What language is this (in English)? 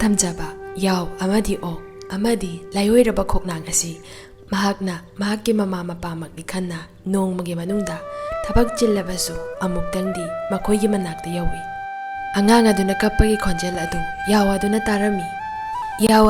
Manipuri